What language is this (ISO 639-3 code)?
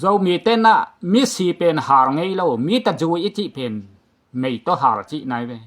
ctd